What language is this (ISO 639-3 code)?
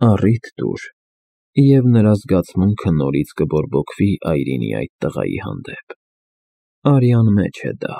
hye